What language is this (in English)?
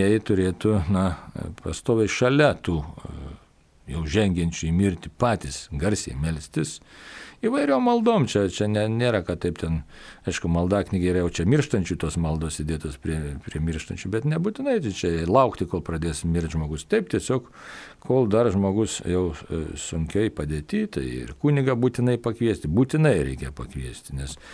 Lithuanian